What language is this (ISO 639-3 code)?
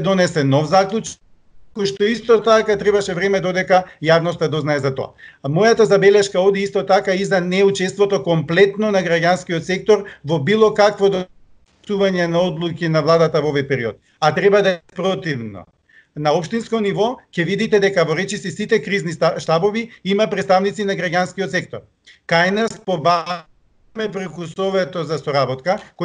mkd